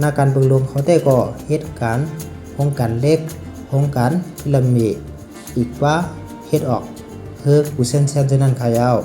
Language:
Shan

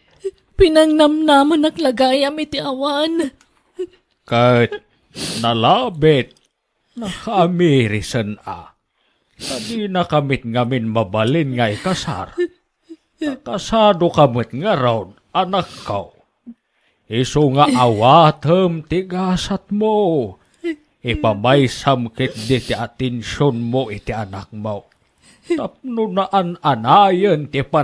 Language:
Iloko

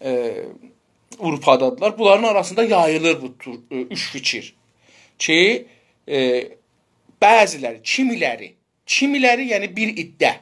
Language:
South Azerbaijani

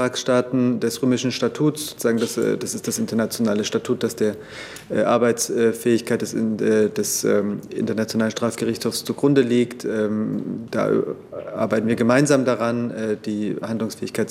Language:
German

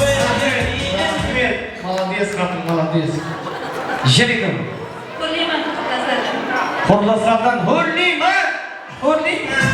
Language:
Kara-Kalpak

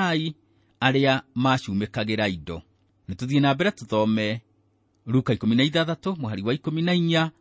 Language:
Kikuyu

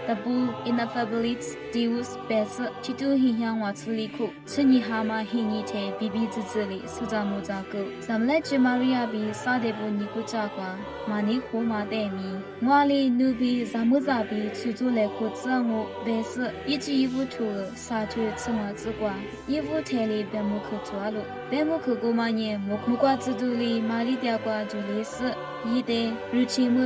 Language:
Lisu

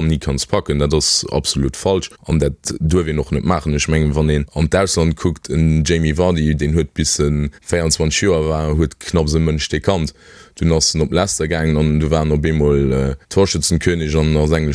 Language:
Luxembourgish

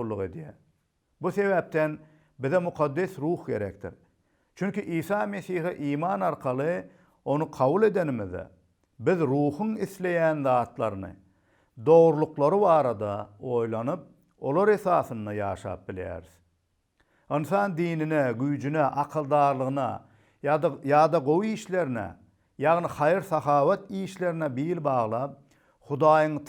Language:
Turkmen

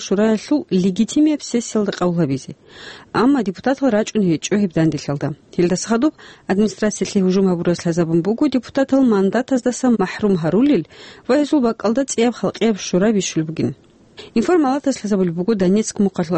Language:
Avaric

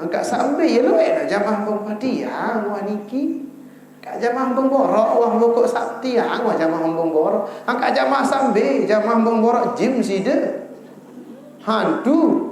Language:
Sasak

